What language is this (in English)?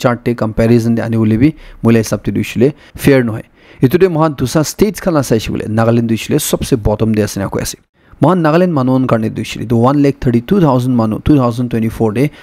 Naga Pidgin